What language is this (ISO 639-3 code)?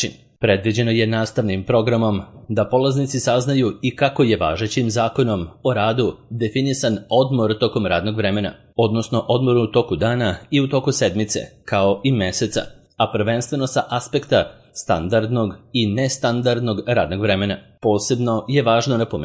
srp